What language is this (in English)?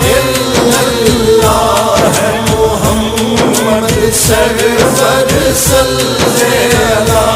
Pahari-Potwari